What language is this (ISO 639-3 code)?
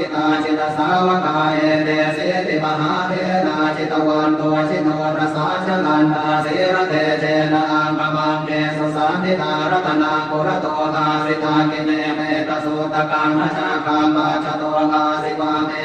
pli